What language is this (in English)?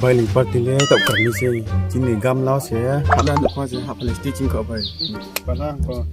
Riang (India)